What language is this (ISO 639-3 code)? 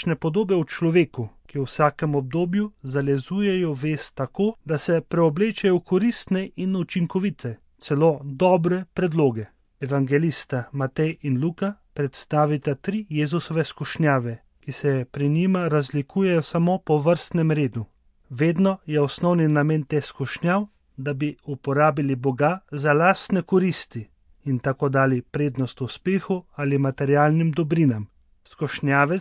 slv